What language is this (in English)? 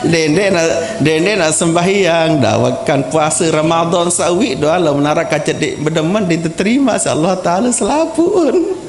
Sasak